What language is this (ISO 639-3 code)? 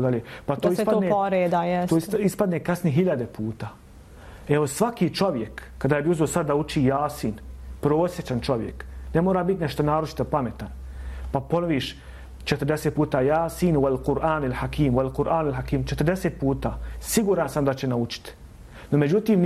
bos